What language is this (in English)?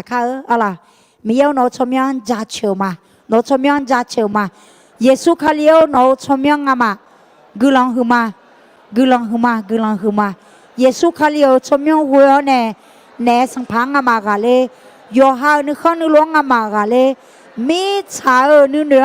Akha